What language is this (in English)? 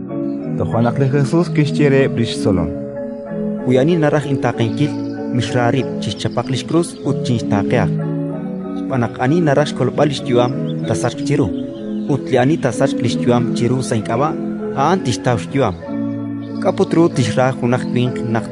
Kekchí